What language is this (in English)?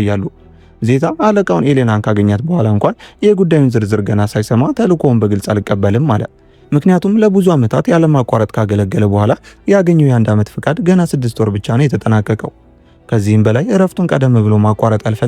Amharic